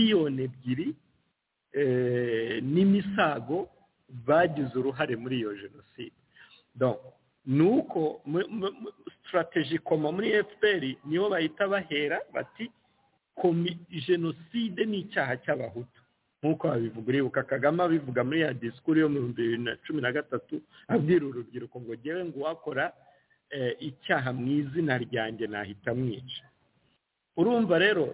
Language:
Kinyarwanda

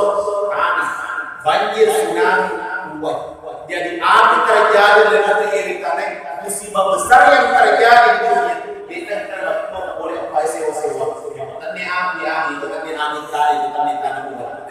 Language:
Buginese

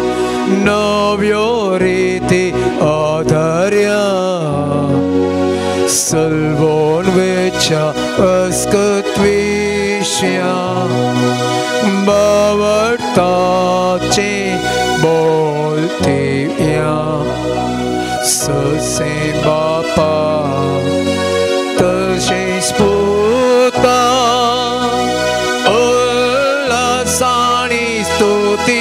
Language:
Konkani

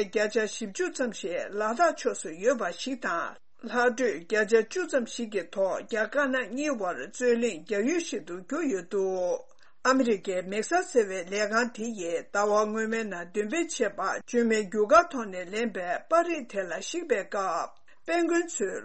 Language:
Tibetan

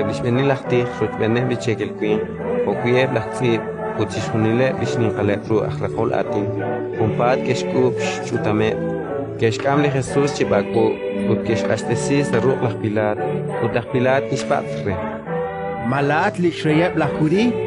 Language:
Kekchí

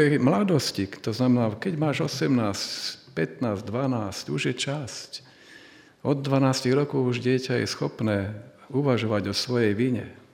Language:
Slovak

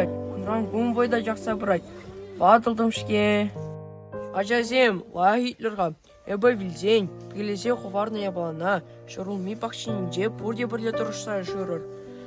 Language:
Chuvash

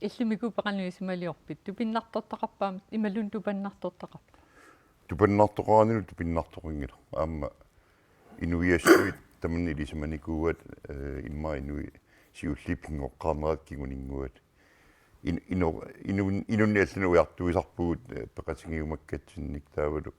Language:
Kalaallisut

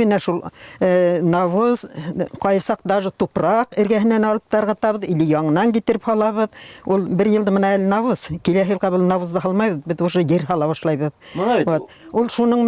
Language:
Bashkir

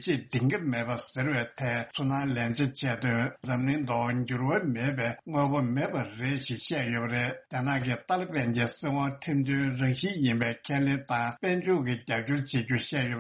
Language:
Tibetan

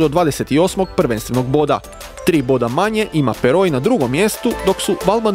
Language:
Croatian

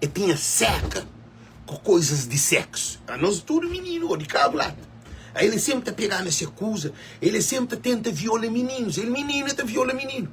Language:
Kabuverdianu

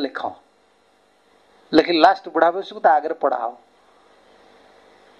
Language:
Odia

